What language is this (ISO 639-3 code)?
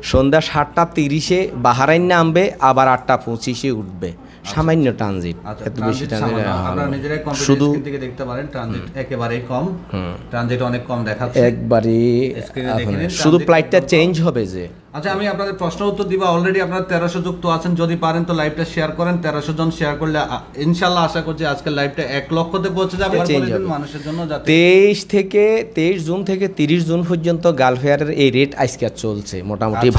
ben